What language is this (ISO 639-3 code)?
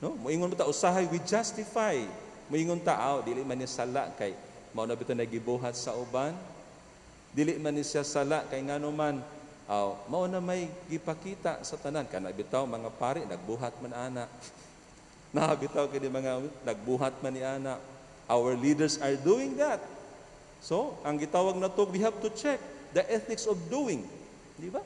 ceb